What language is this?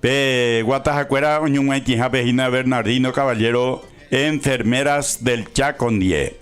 Guarani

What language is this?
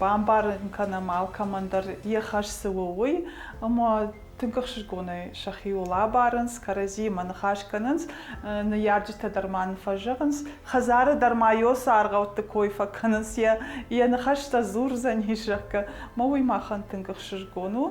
Ossetic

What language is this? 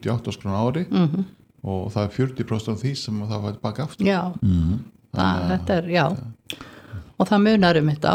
Icelandic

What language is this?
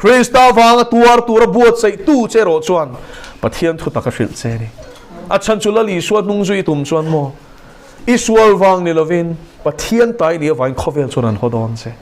Mizo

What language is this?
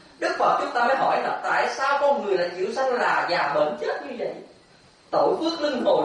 Vietnamese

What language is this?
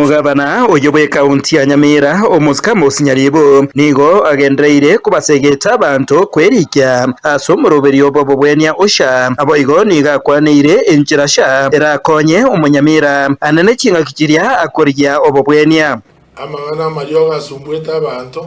Gusii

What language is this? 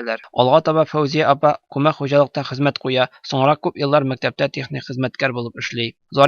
Tatar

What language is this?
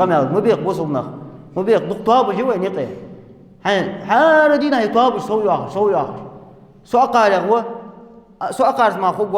Ingush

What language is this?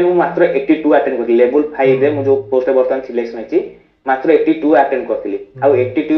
Odia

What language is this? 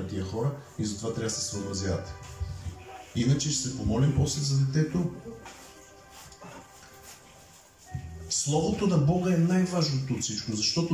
Bulgarian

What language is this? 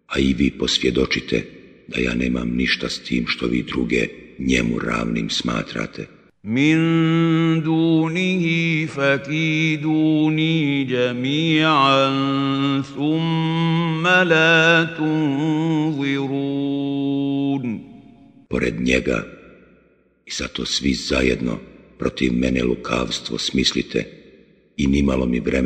Bosnian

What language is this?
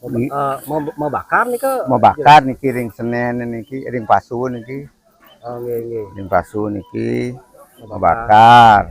Balinese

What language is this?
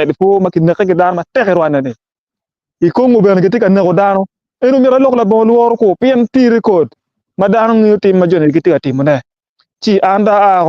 Acoli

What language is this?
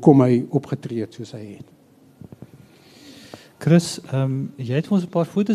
Afrikaans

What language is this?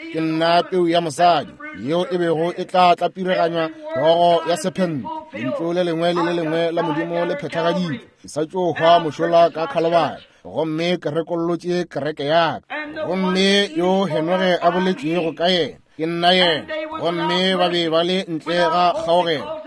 Northern Sotho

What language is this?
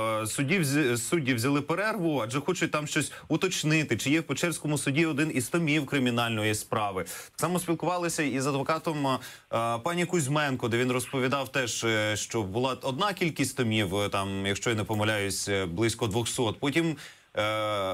Ukrainian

